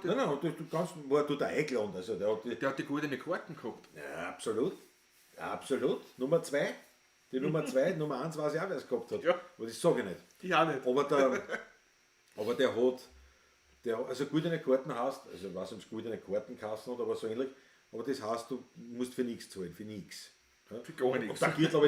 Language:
Bavarian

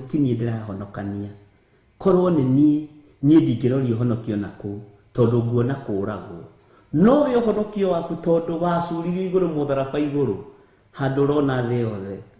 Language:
Kikuyu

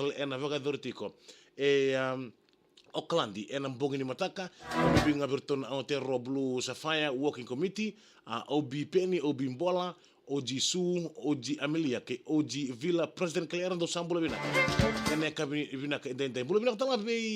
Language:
Fijian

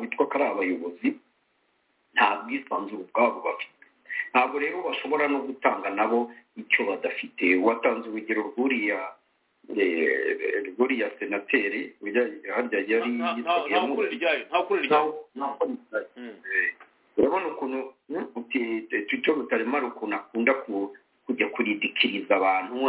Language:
Kinyarwanda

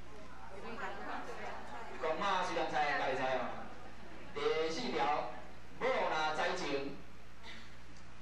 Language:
Min Nan Chinese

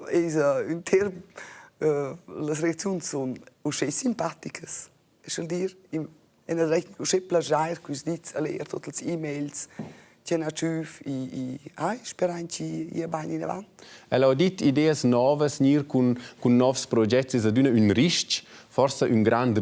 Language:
Romansh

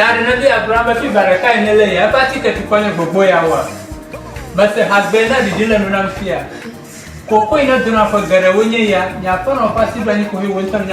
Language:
Ewe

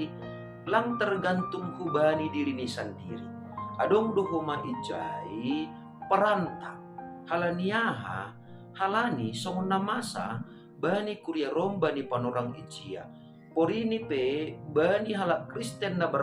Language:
Batak Simalungun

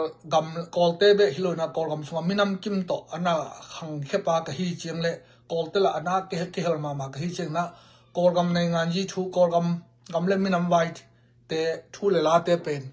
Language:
Tedim Chin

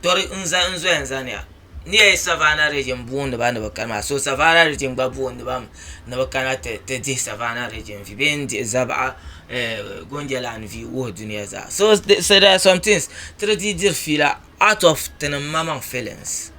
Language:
Dagbani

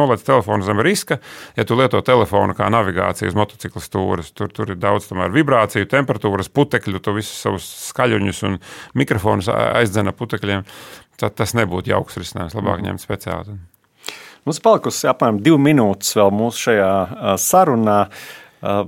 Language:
Latvian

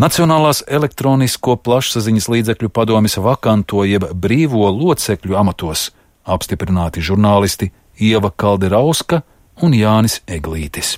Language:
Latvian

